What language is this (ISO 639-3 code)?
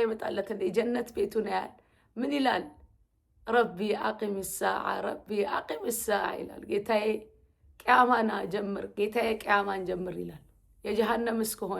amh